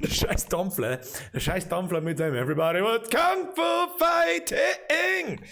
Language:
Bavarian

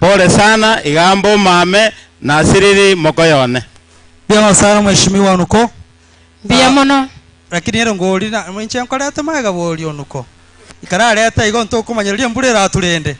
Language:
Gusii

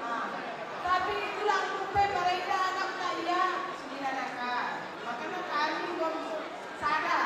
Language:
Batak Karo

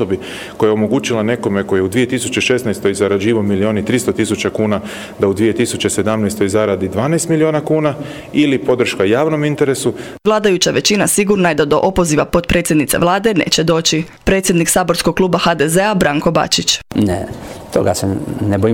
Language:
Croatian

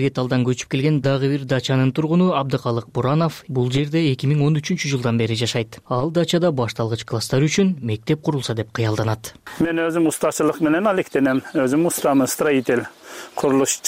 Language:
Kyrgyz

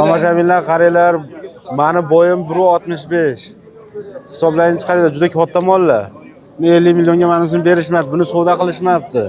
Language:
Uzbek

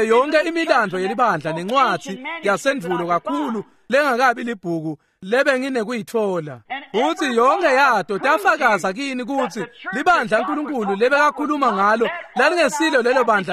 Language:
Swati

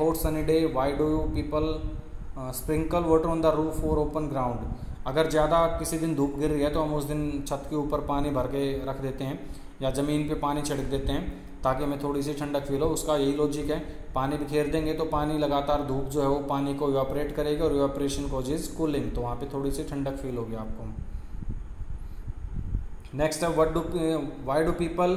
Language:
Hindi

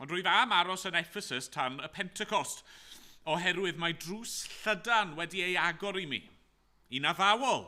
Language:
Welsh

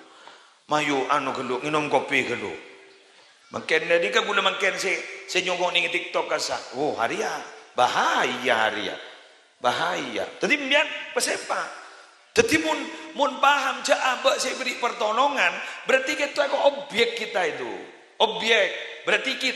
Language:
Madurese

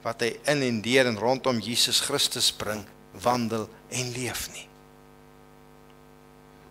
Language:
Afrikaans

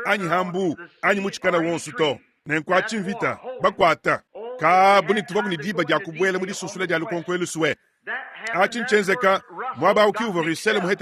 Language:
Luba-Lulua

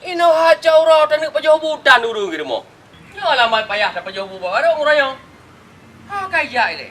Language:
Achinese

